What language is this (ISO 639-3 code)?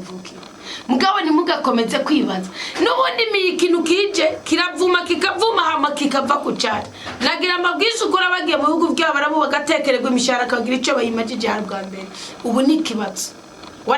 run